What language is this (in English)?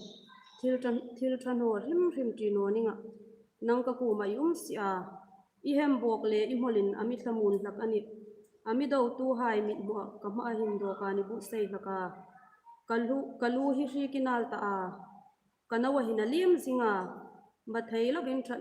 Hmar